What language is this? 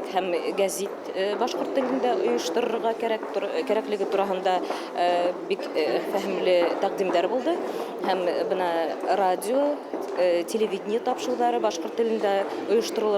Bashkir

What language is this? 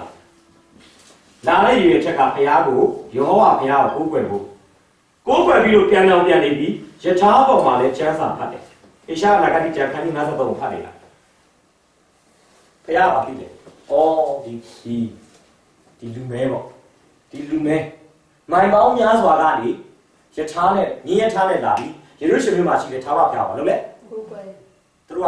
Burmese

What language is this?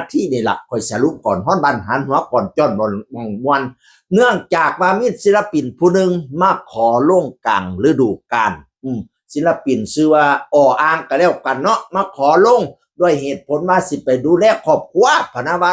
Northeastern Thai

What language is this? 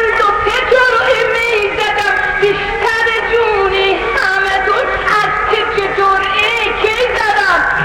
South Azerbaijani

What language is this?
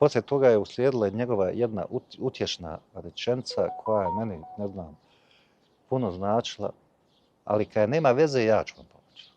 Bosnian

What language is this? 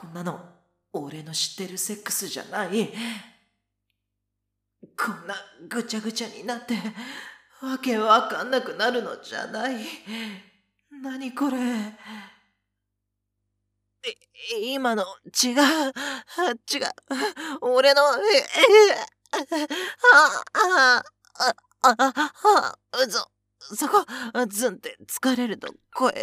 Japanese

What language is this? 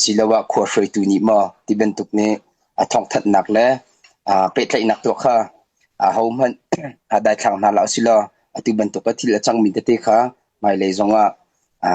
Hakha Chin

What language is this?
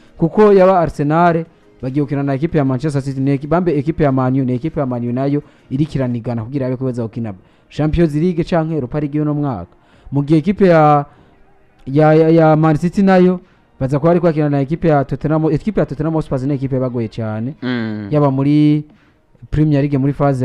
Rundi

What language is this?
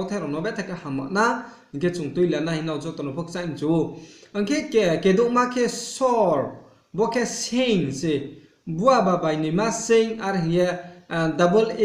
Riang (India)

